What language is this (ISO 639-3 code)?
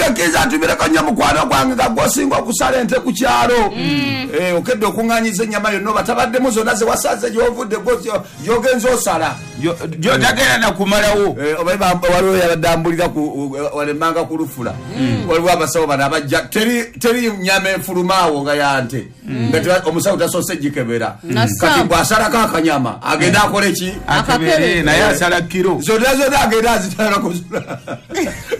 lug